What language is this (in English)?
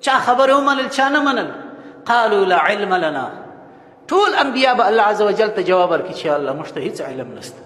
Pashto